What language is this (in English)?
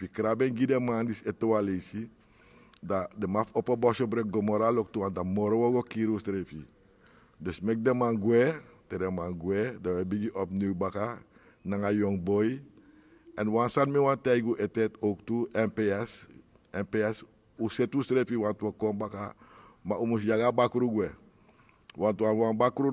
Sranan Tongo